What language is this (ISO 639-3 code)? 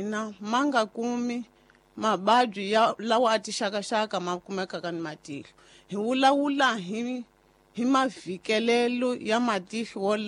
tso